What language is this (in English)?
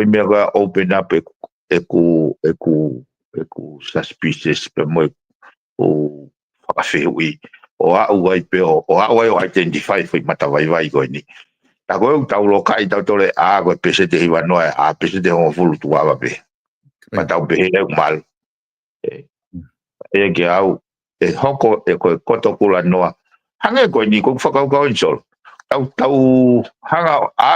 Tongan